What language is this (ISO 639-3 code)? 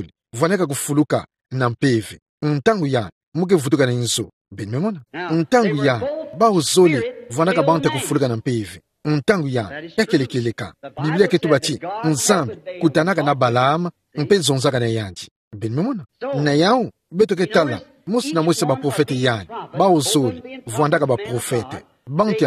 ktu